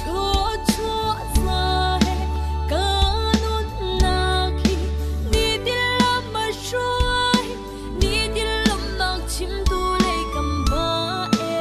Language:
Falam Chin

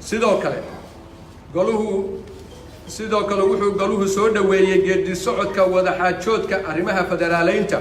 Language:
Somali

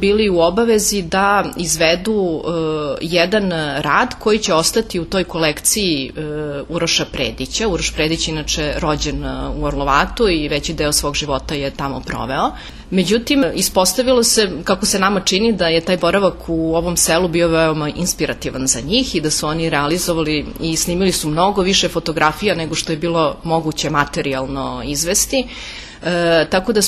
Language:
Serbian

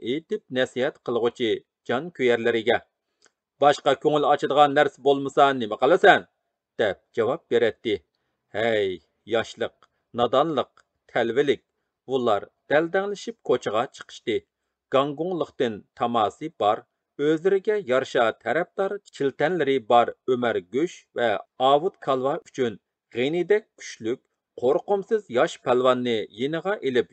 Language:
Uyghur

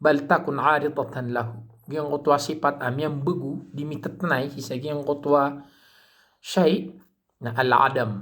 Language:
Maranao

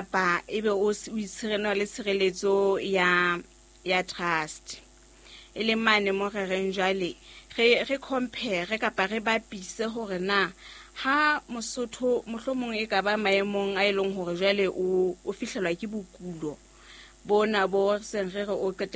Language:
Southern Sotho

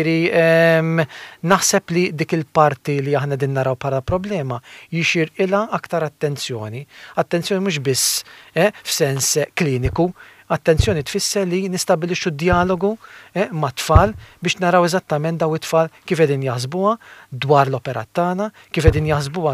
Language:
Maltese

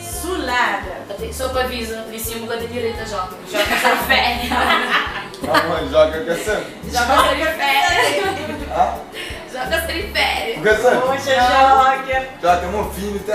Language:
Kabuverdianu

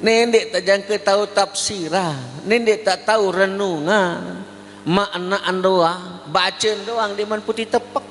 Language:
Sasak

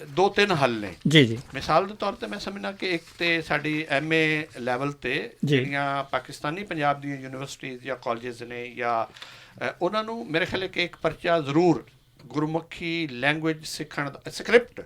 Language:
Western Panjabi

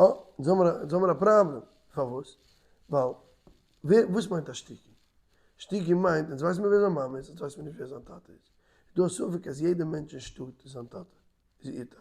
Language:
Yiddish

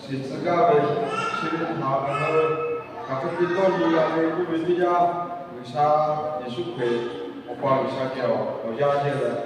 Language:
Lahu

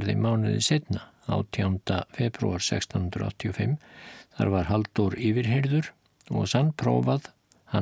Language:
Icelandic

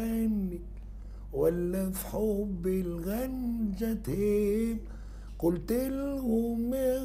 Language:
Tunisian Arabic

